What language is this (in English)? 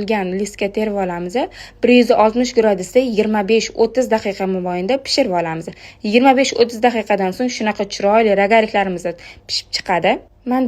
Uzbek